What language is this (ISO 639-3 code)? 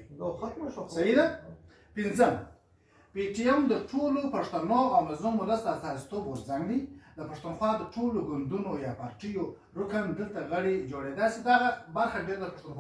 pus